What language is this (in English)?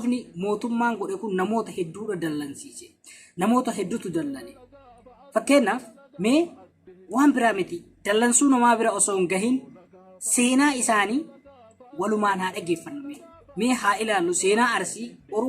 Oromo